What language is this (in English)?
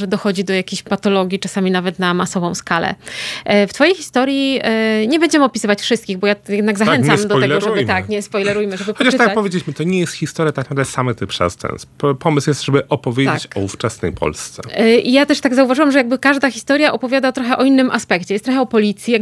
Polish